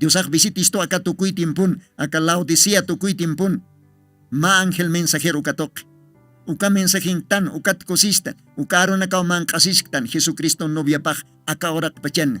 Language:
Aymara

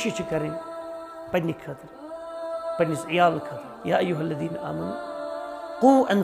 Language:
Kashmiri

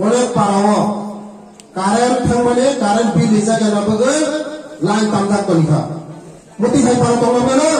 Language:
Riang (India)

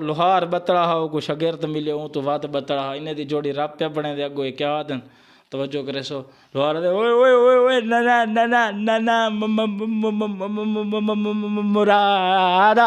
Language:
Saraiki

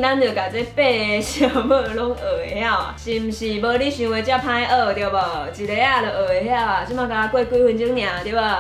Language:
Min Nan Chinese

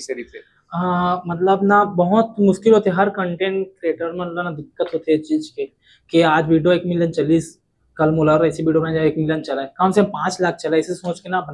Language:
Chhattisgarhi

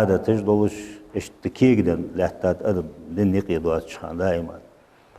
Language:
Ingush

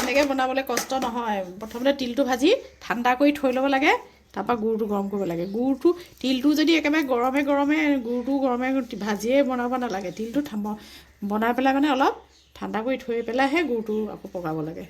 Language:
Assamese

